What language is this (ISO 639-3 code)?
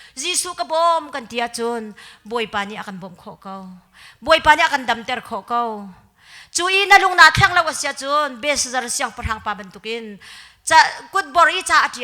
cnh